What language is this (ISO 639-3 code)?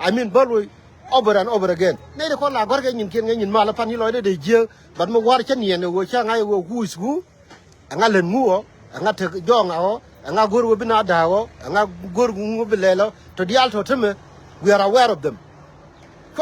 nus